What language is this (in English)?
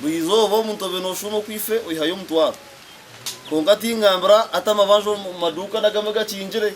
Nyankole